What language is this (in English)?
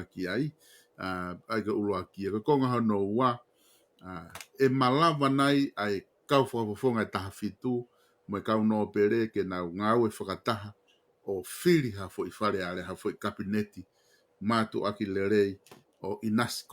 Tongan